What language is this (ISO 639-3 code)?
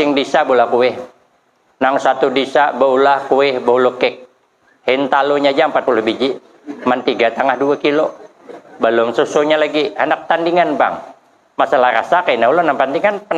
bjn